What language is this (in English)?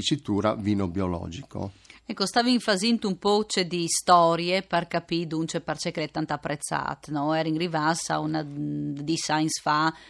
Friulian